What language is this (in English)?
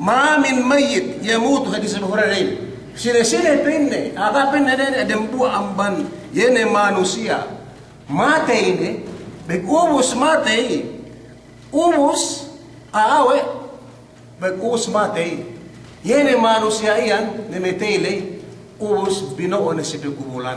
Yakan